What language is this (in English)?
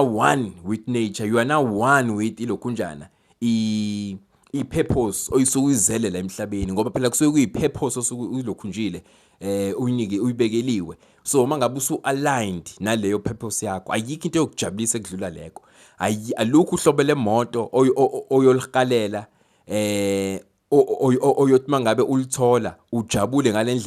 Zulu